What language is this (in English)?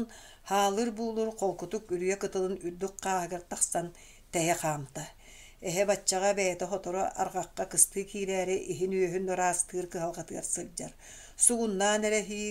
Yakut